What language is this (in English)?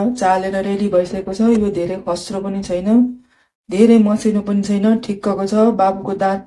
Nepali